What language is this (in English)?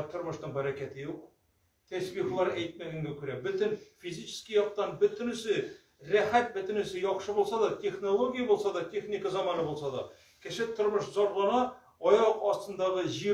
Tatar